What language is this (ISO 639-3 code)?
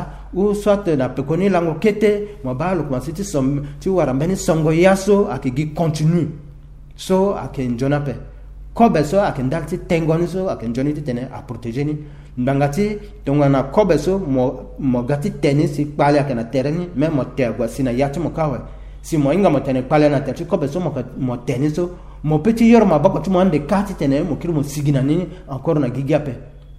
sag